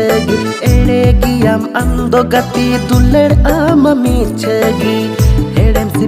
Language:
Santali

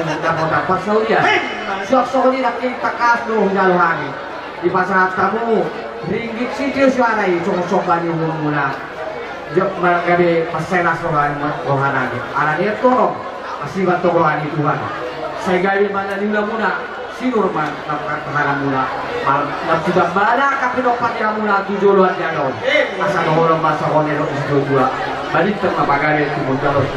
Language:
Batak Toba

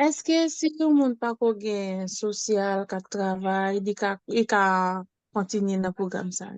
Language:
Haitian Creole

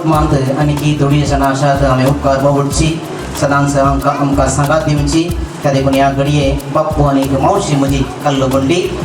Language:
Konkani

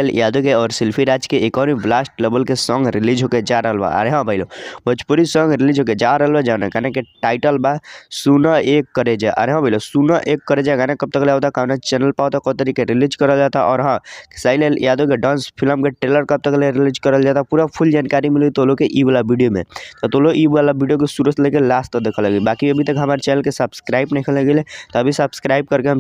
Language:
Bhojpuri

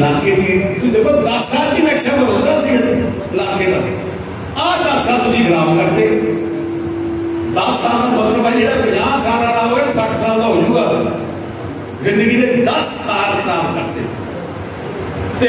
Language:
Punjabi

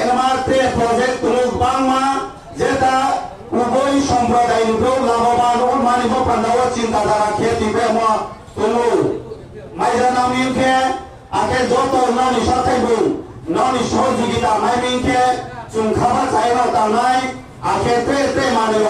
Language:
Riang (India)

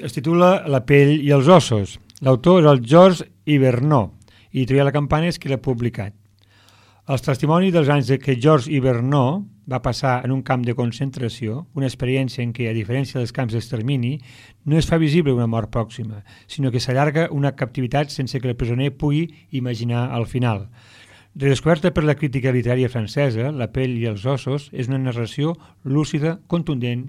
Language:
Catalan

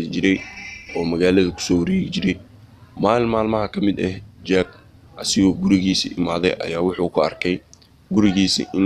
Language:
Somali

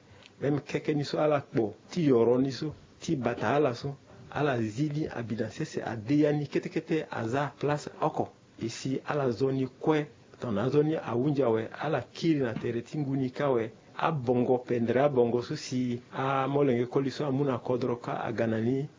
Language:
Sango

